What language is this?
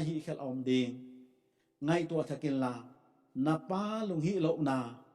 Paite Chin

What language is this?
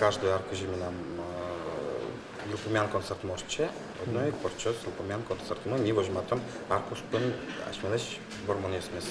Udmurt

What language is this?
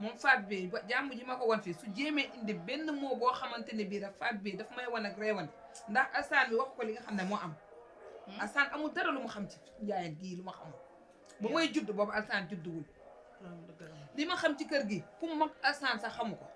Wolof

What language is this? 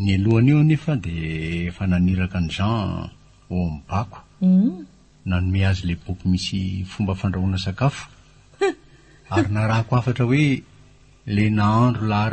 Malagasy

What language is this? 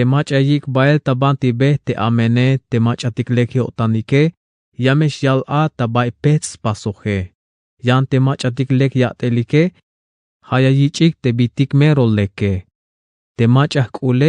Tzeltal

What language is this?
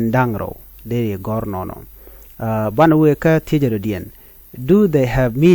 Nuer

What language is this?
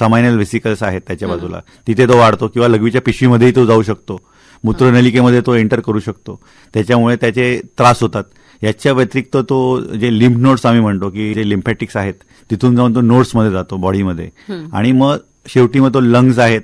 Marathi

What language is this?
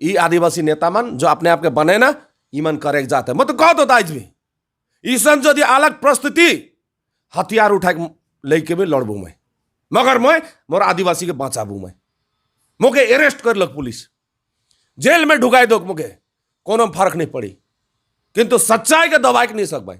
Sadri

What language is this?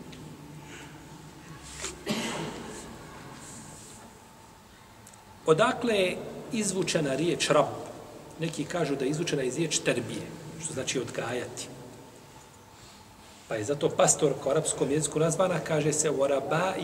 Bosnian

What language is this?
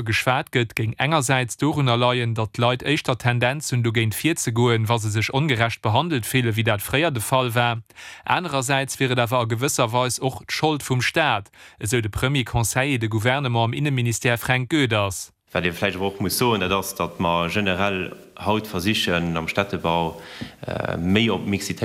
Luxembourgish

